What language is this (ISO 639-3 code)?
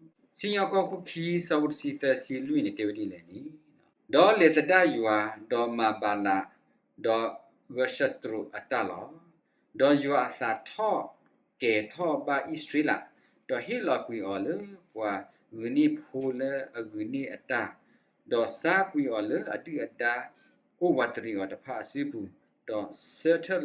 ksw